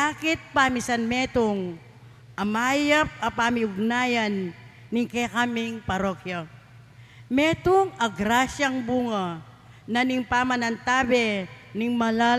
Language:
Pampanga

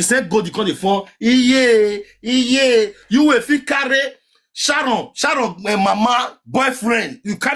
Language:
Nigerian Pidgin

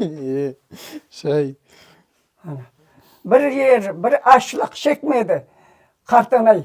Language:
Crimean Tatar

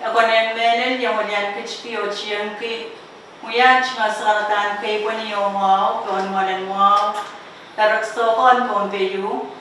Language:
Pohnpeian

